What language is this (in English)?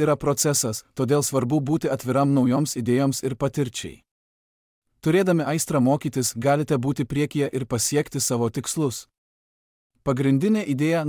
Lithuanian